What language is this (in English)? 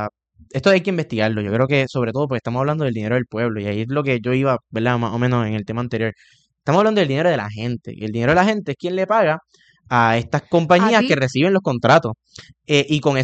Spanish